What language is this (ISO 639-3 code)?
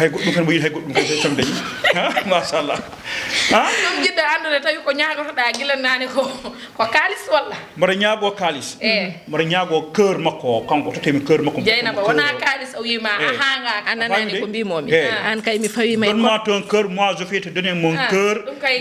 ful